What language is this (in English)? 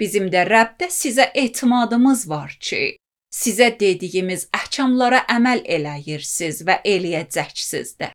Azerbaijani